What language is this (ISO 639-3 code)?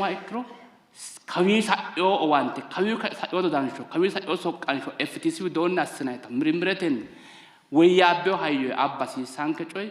sid